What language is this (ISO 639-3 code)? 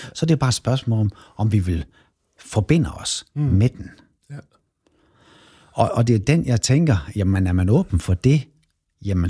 dan